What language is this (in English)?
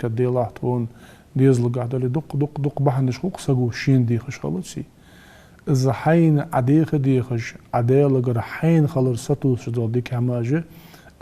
Ingush